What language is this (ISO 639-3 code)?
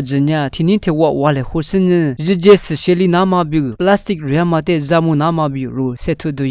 lis